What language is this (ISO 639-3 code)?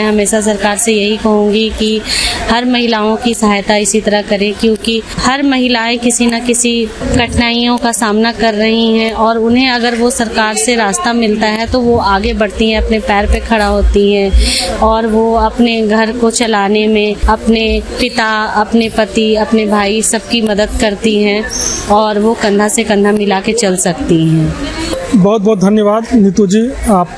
hin